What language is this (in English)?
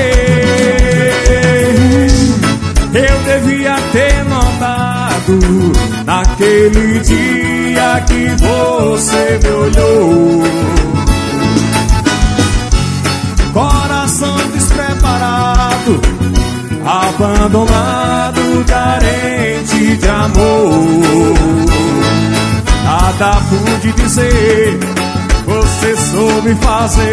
Portuguese